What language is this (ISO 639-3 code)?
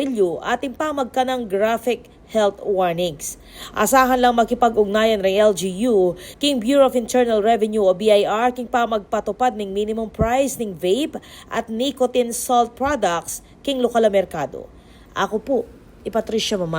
pam